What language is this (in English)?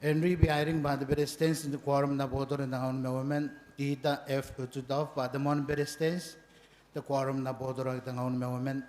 Gilbertese